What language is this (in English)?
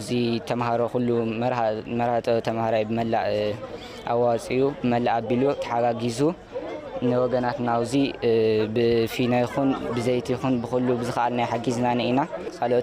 Tigrinya